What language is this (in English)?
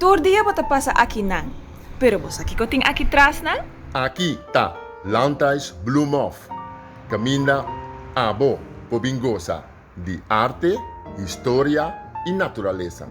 Papiamento